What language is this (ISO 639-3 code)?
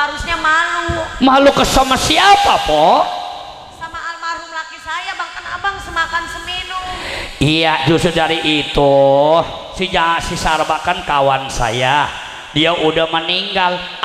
bew